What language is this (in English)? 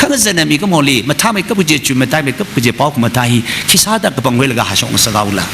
Tangkhul Naga (India)